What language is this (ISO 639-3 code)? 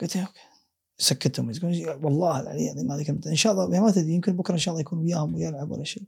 afb